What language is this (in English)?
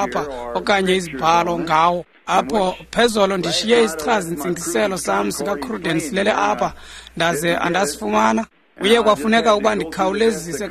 Xhosa